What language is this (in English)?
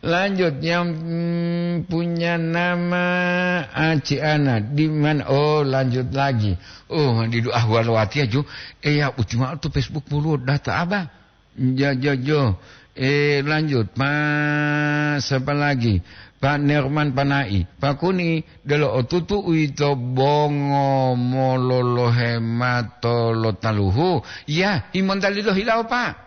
Gorontalo